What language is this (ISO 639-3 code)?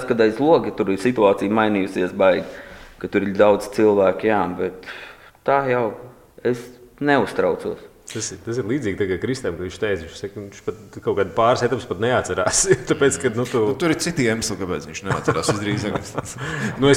lav